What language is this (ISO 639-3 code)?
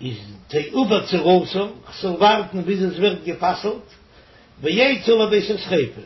yid